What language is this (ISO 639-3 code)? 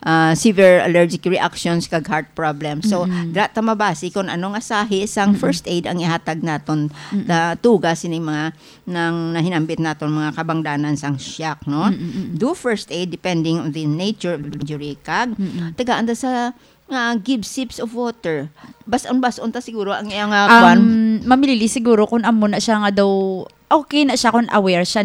hil